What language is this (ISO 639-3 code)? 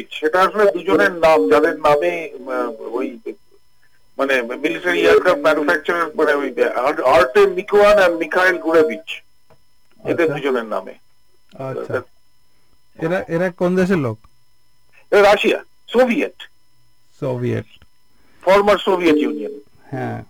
ben